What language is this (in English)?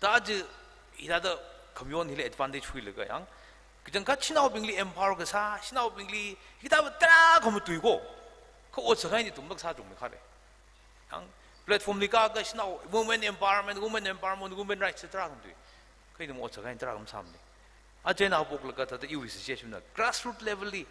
Tangkhul Naga (India)